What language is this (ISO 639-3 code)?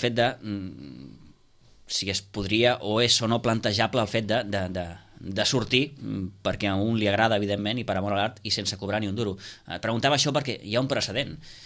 cat